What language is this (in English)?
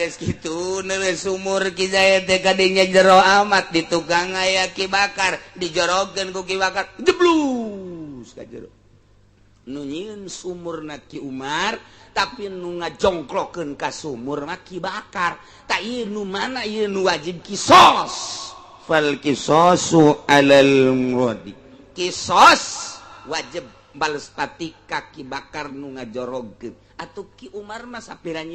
Sundanese